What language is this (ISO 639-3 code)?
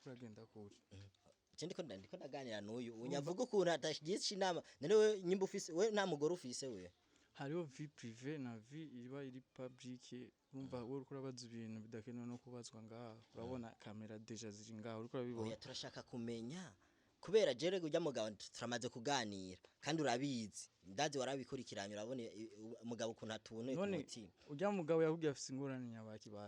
run